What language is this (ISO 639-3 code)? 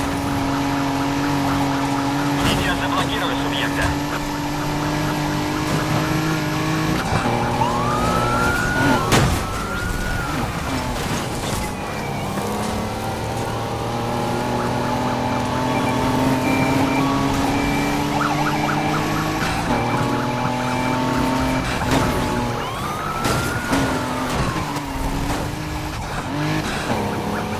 rus